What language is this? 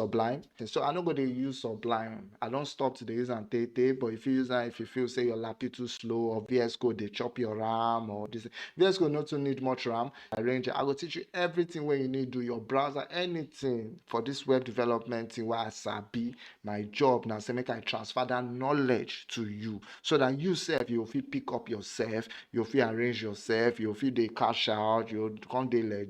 Nigerian Pidgin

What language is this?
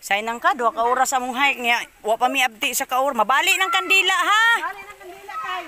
Cebuano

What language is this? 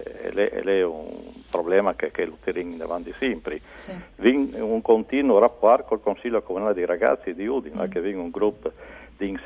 Friulian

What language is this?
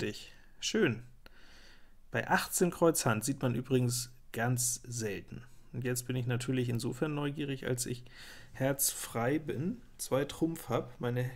German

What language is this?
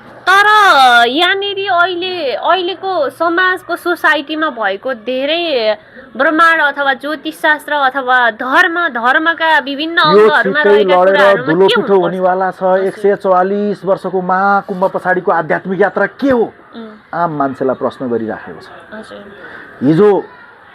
Nepali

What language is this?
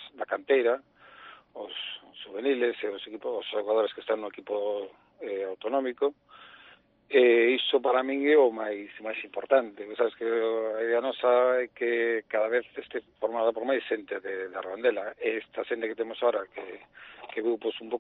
Galician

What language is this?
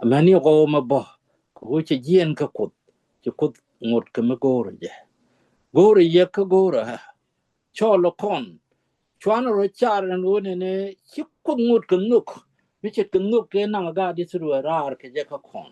Nuer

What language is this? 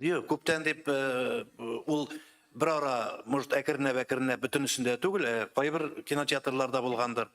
Tatar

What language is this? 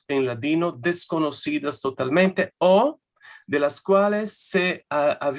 Ladino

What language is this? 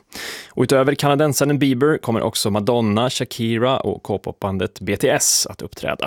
Swedish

